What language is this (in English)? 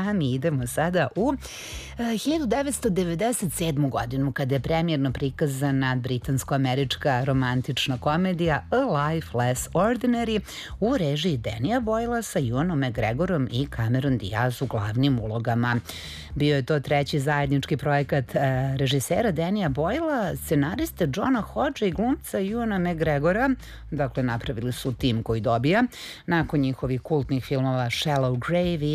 Serbian